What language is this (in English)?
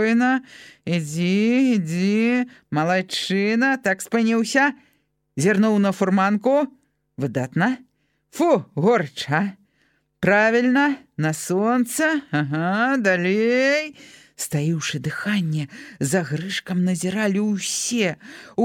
Belarusian